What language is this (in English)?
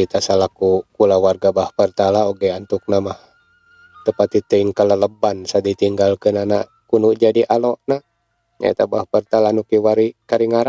Sundanese